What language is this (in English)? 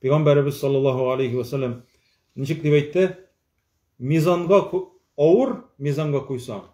Tatar